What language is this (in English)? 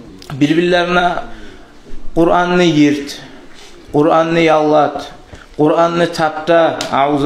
Kumyk